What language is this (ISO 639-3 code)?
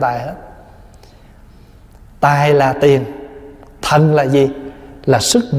vie